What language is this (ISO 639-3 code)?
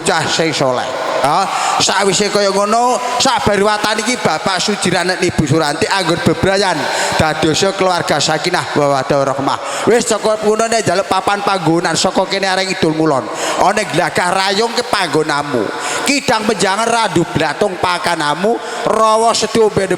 jav